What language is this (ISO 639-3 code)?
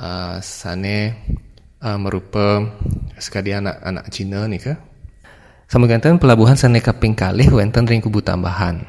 ban